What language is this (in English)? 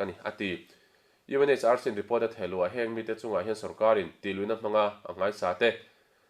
Mizo